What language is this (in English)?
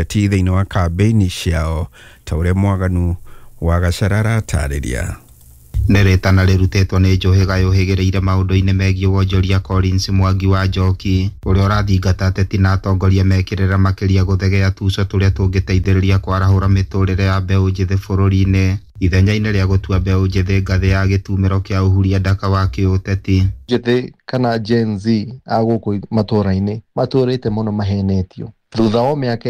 Kikuyu